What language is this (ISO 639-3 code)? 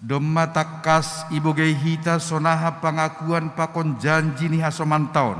bts